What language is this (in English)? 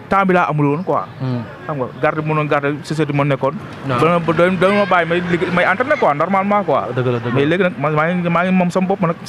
Wolof